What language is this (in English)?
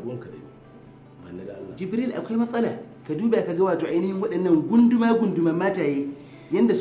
Hausa